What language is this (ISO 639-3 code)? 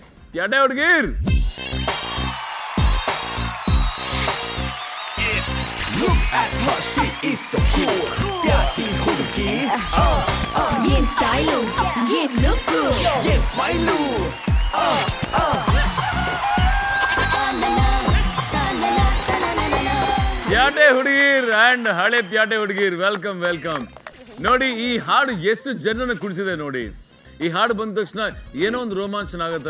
kan